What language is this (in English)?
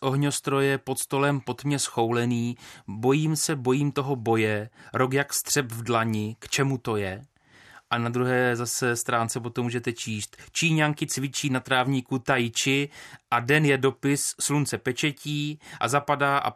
Czech